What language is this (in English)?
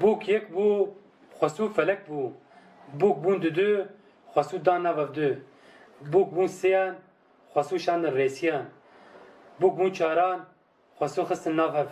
Kurdish